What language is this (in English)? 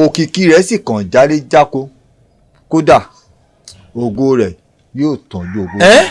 Yoruba